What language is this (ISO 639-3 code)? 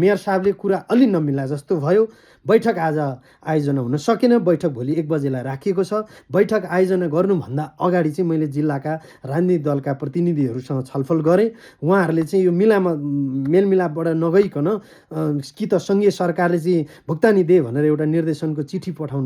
nep